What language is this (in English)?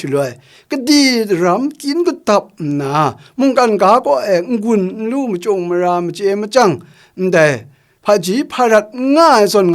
Kachin